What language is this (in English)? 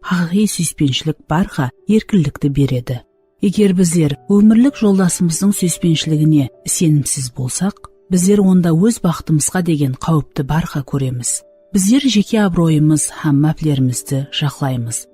Kara-Kalpak